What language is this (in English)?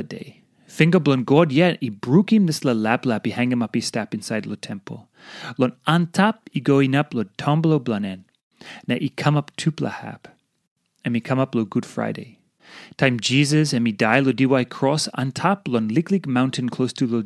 Tok Pisin